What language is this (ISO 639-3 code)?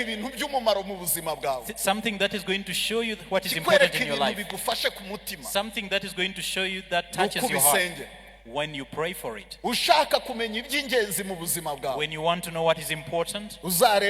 kin